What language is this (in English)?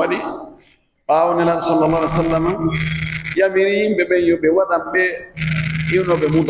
Pular